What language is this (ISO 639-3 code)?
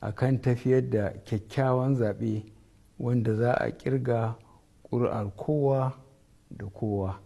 hau